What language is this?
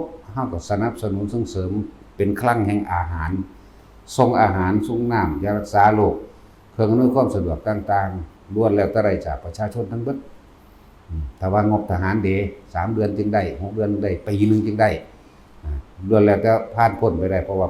Northeastern Thai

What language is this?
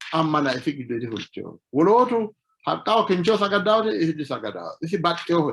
Sidamo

